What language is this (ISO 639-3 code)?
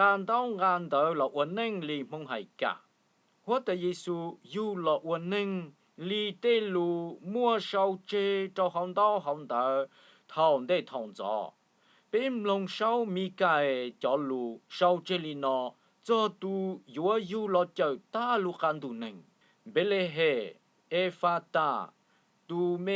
hmn